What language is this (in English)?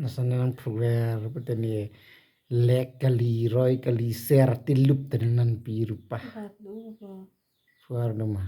Karbi